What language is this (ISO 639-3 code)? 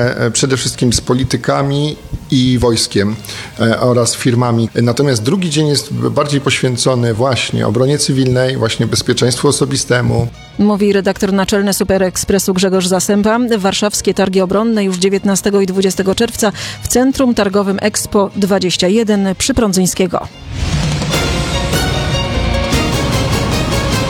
pol